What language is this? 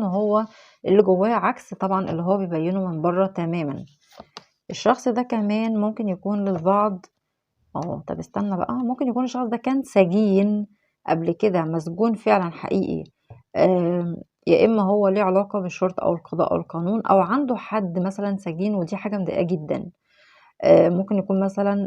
Egyptian Arabic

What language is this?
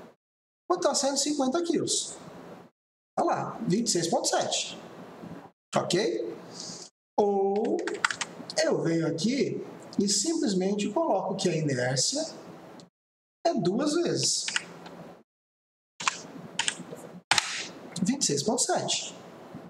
Portuguese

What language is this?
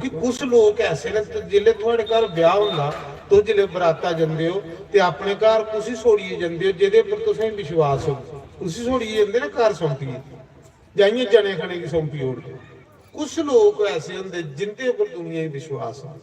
Dogri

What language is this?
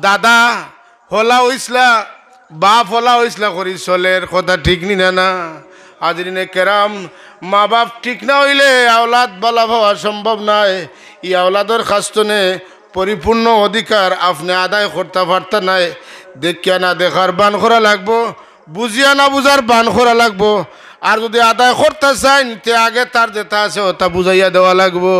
Sylheti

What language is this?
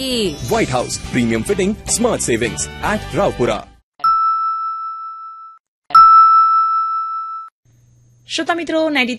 Gujarati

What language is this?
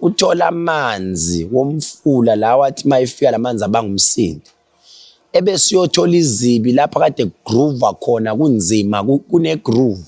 Zulu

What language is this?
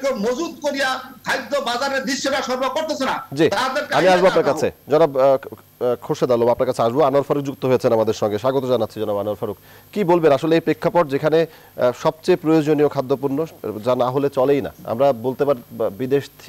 Bangla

